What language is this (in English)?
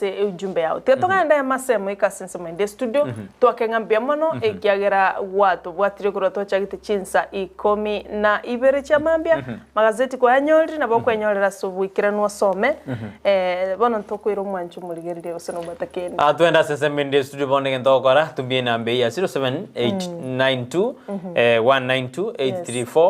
Gusii